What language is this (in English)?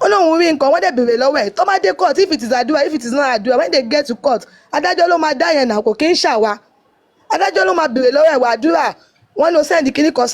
Yoruba